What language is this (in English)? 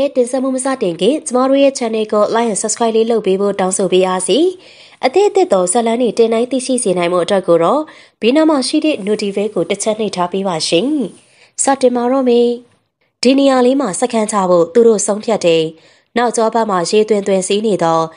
Burmese